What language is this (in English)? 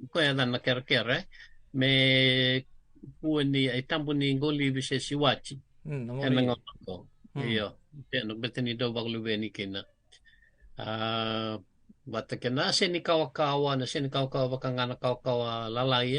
Fijian